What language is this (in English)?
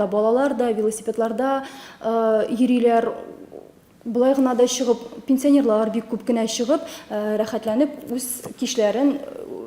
Tatar